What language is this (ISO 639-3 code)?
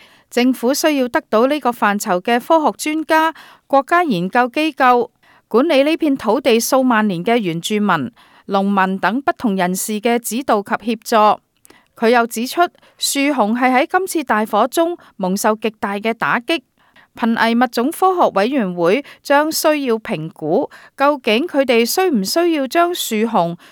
yue